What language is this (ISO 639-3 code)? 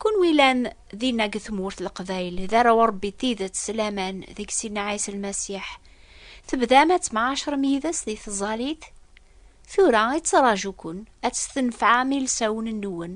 kab